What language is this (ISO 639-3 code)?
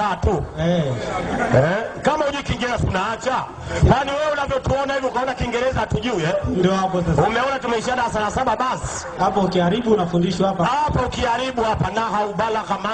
swa